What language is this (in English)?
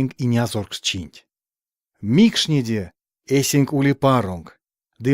Erzya